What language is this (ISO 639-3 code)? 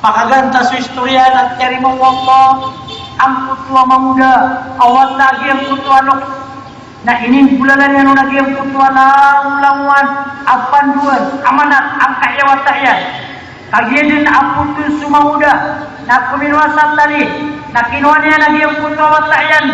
mrw